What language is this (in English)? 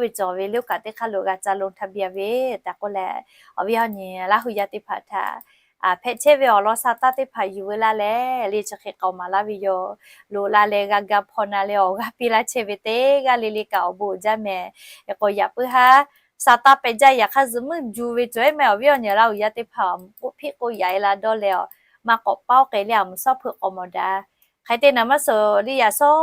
Lahu